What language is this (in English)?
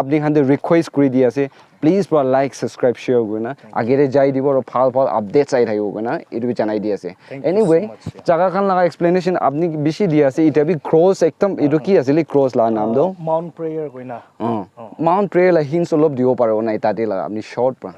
Naga Pidgin